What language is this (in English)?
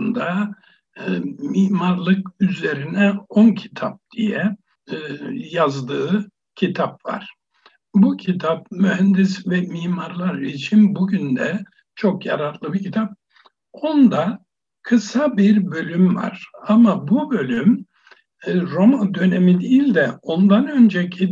Turkish